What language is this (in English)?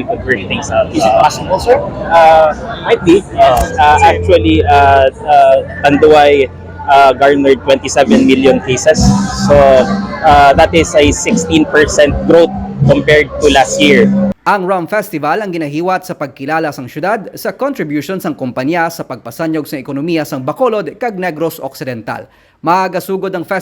Hiligaynon